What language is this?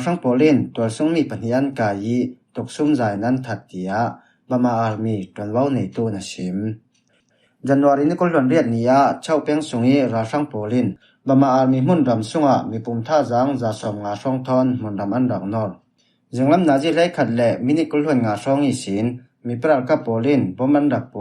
Falam Chin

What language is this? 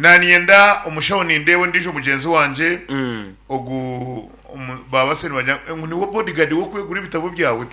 Nyankole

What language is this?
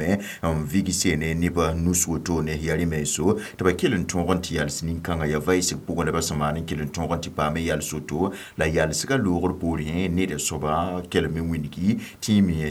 Mossi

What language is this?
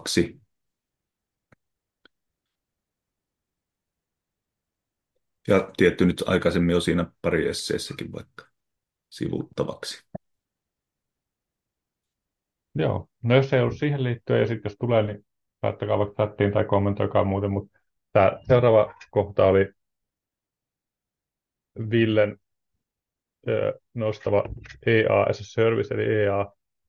Finnish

